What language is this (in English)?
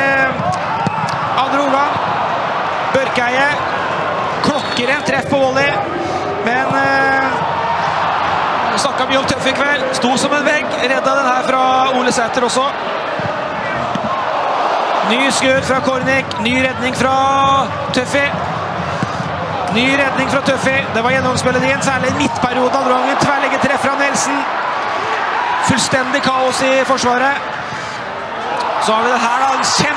Norwegian